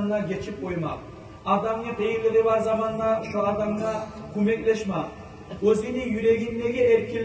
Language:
Kumyk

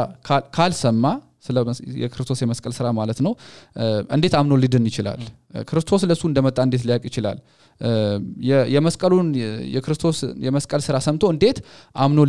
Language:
Amharic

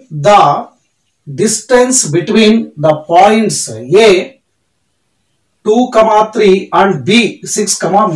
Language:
Kannada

